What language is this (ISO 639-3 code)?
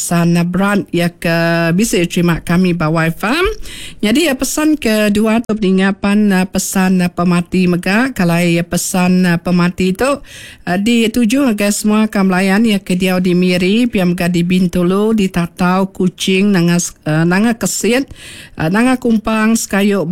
iba